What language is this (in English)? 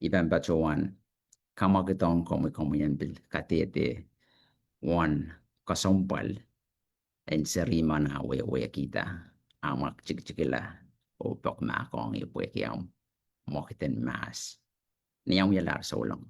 Pohnpeian